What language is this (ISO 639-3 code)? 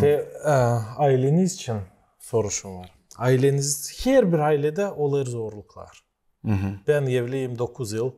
gag